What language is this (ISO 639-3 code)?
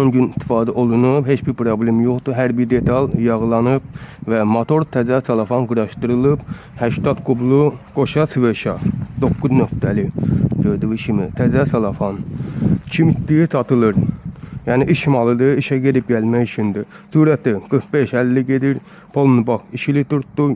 aze